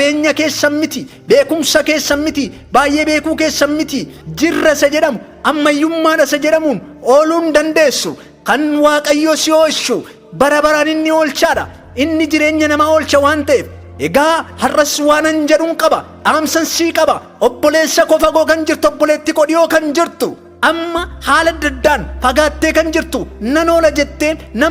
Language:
Oromo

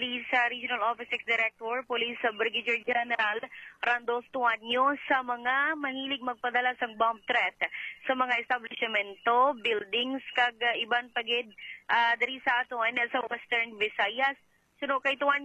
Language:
Hiligaynon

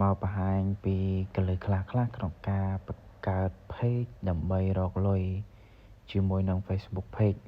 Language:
Khmer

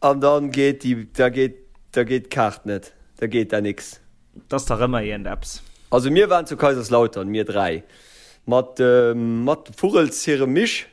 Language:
Luxembourgish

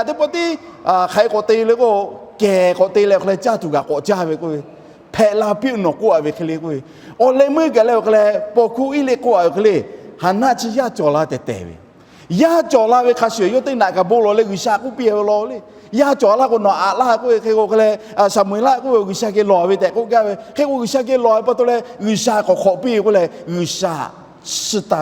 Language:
Lahu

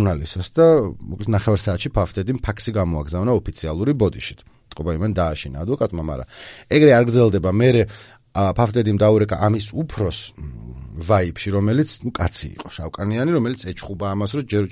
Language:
Georgian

